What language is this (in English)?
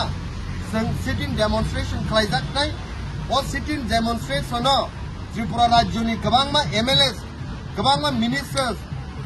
Kok Borok